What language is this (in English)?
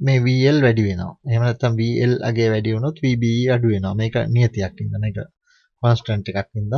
Sinhala